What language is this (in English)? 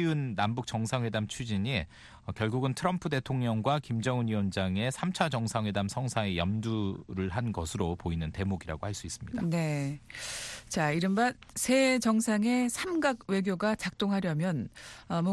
Korean